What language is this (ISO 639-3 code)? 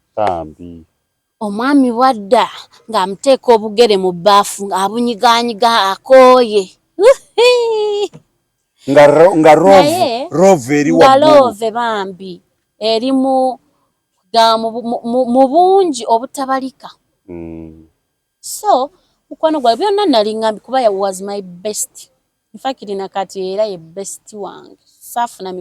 lug